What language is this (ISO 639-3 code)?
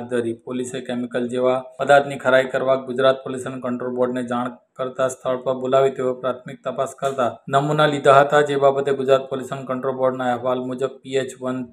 guj